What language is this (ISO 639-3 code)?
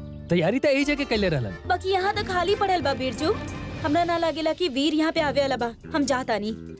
bho